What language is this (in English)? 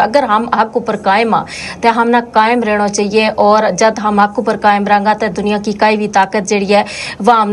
Gujari